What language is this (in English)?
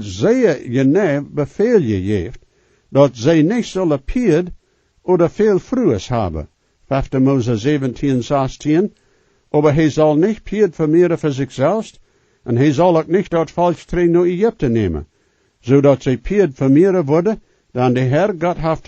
Plautdietsch